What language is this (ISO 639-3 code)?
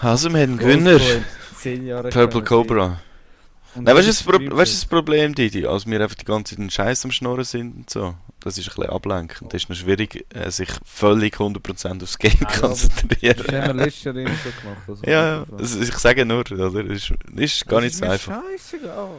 gsw